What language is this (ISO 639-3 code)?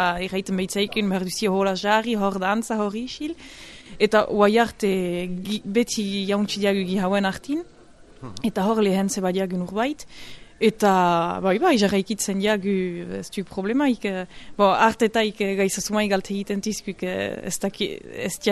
eus